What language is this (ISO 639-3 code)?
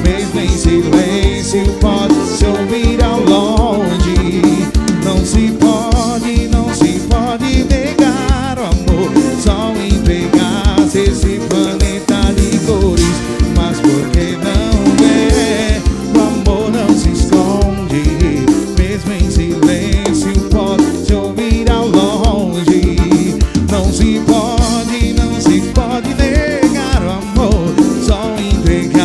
por